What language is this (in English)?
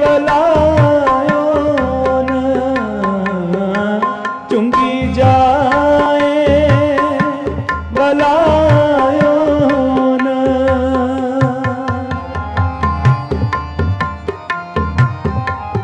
Punjabi